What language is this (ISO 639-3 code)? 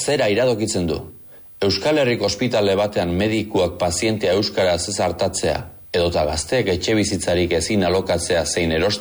eus